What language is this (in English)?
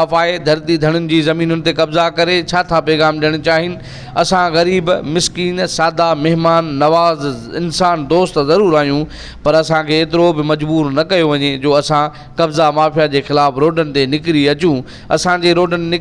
Sindhi